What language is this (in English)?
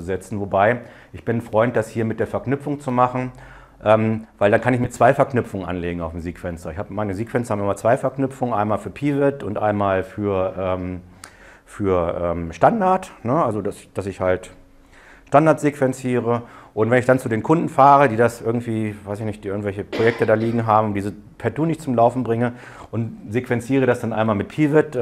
German